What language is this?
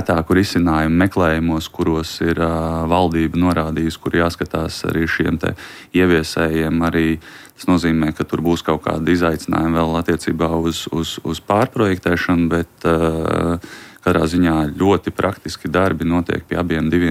Latvian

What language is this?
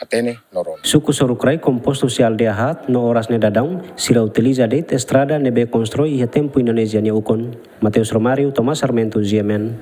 Tetum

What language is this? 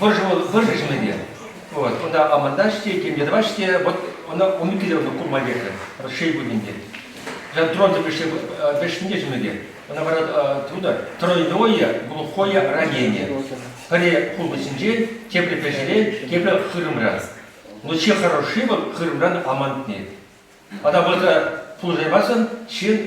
Chuvash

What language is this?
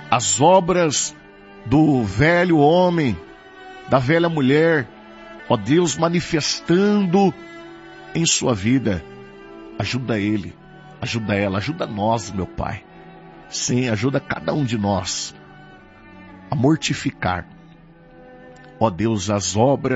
Portuguese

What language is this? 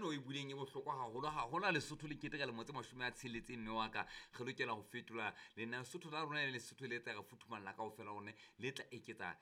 Southern Sotho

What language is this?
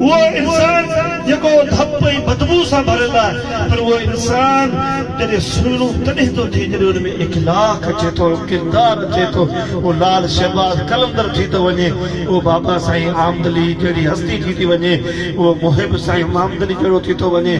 Sindhi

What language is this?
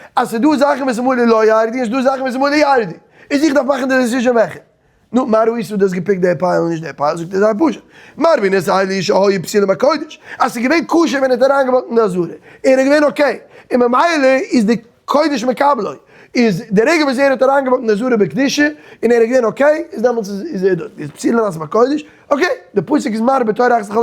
Yiddish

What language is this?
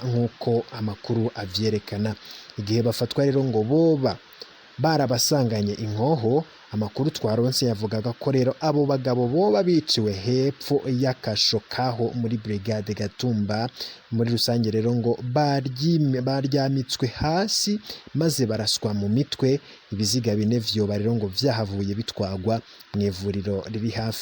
Rundi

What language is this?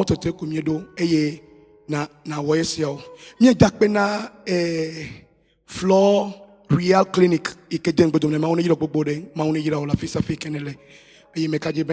Ewe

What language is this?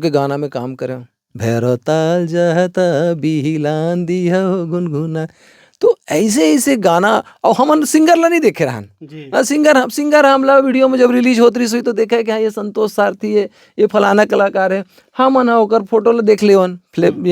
Chhattisgarhi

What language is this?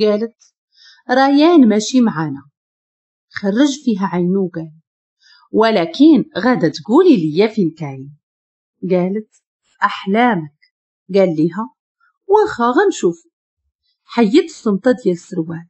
Moroccan Arabic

